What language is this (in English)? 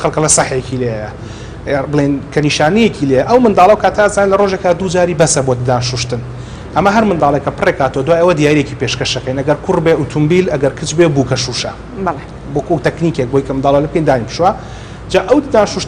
Central Kurdish